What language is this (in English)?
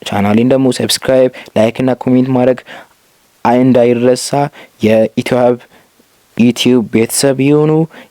Amharic